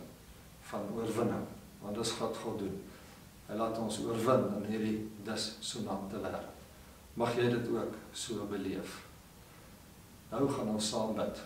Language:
Afrikaans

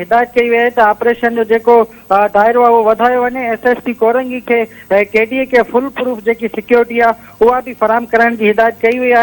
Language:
Sindhi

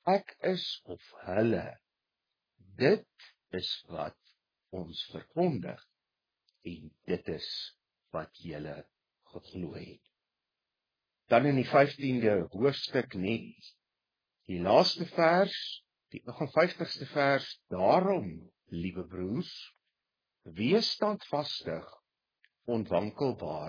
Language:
Afrikaans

